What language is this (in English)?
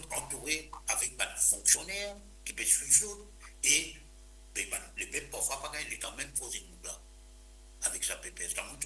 Morisyen